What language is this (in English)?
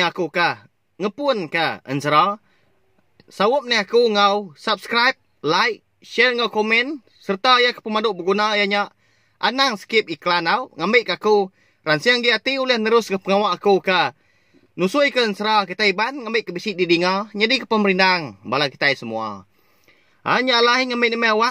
Iban